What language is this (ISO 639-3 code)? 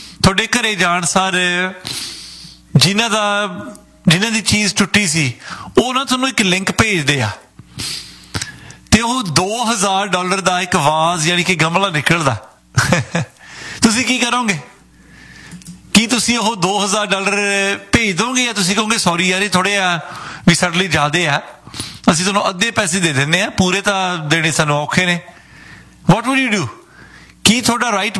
pan